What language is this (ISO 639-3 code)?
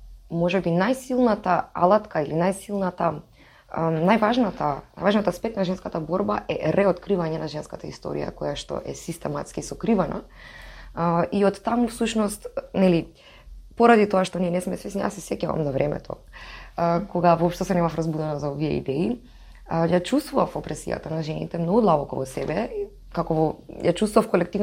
mkd